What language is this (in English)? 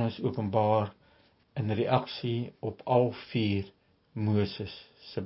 Afrikaans